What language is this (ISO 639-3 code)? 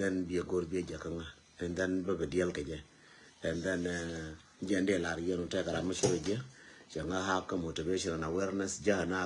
nus